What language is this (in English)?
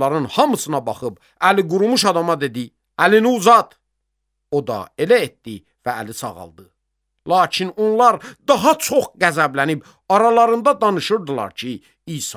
Azerbaijani